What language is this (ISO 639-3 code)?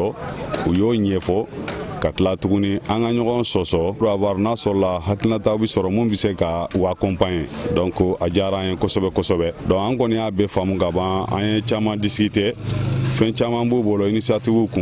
bam